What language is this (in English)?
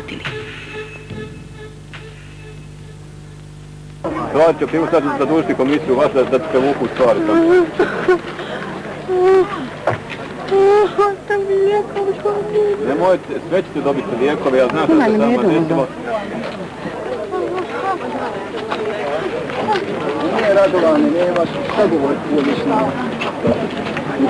Bosnian